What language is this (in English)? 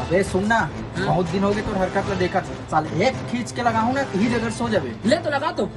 Chhattisgarhi